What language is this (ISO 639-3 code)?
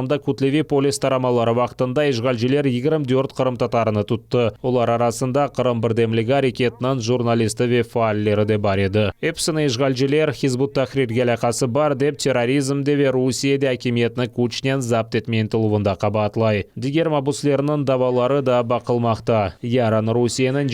crh